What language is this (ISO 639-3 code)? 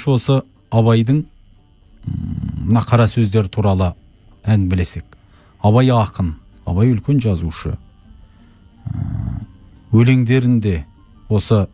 kaz